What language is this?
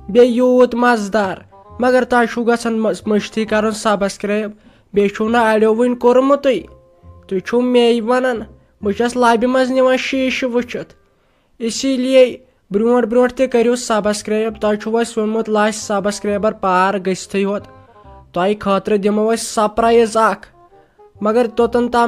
Kashmiri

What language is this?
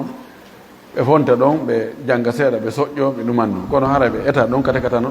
Fula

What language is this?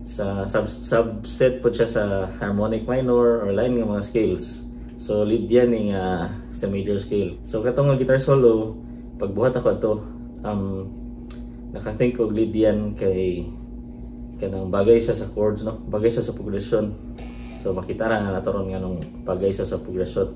Cebuano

